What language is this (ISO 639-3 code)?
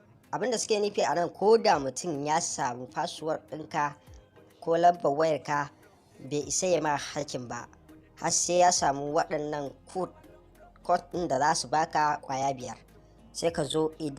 hau